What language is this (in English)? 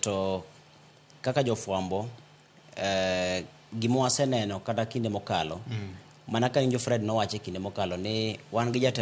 Luo (Kenya and Tanzania)